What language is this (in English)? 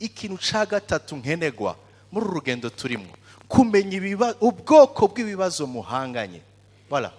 Rundi